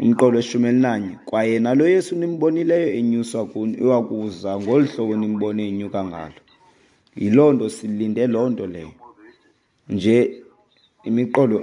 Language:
Xhosa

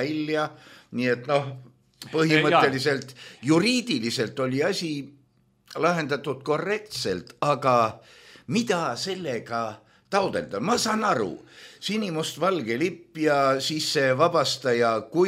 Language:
Estonian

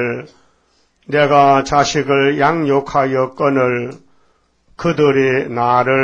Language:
Korean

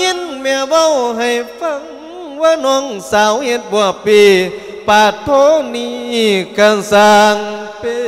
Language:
Lao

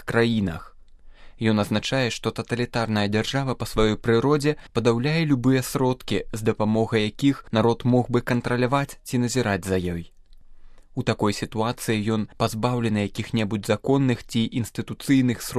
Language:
Belarusian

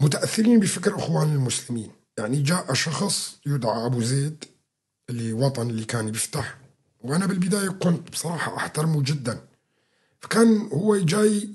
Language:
North Levantine Arabic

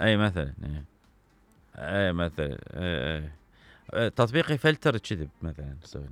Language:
Mesopotamian Arabic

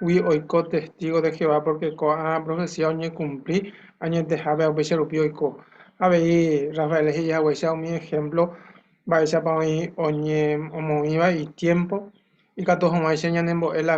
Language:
Guarani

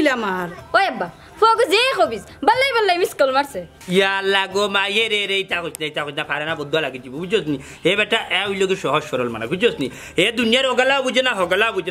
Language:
Sylheti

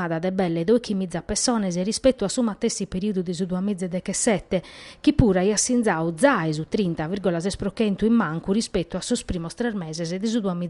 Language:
Sardinian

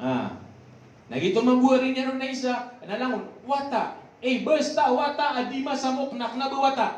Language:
Maranao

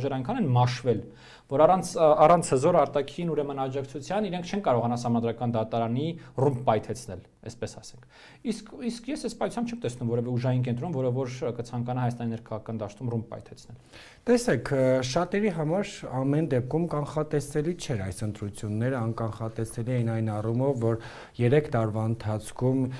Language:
Armenian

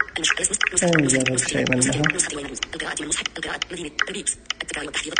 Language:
Najdi Arabic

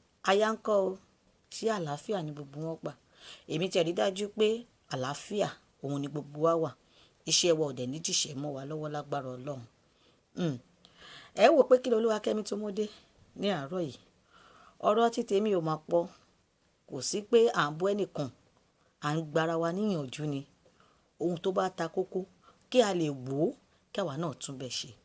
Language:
Yoruba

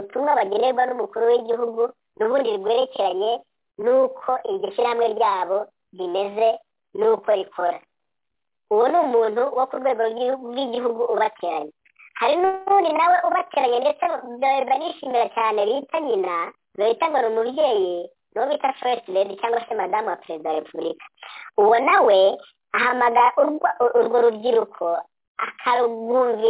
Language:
Kinyarwanda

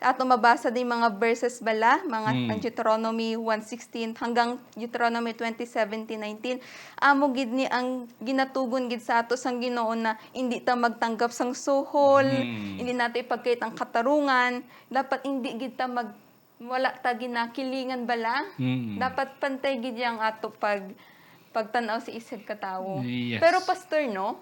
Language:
Hiligaynon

